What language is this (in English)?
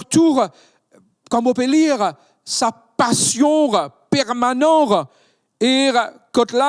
Morisyen